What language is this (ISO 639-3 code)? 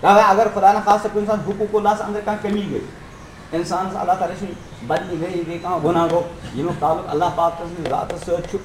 kas